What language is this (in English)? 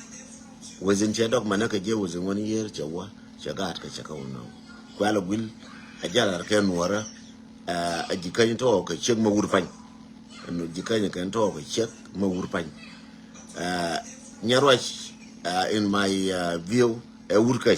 Nuer